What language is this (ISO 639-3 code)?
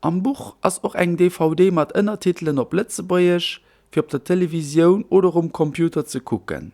ltz